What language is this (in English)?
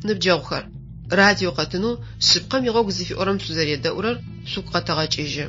Adyghe